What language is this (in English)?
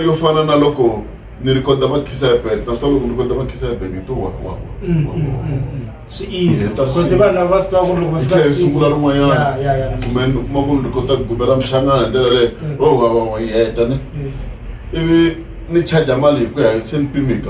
Tsonga